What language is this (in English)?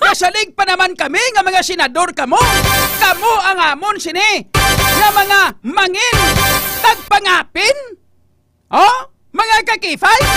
Hiligaynon